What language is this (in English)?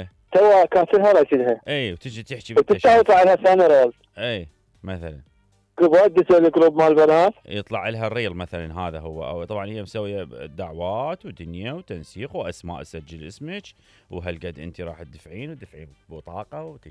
Mesopotamian Arabic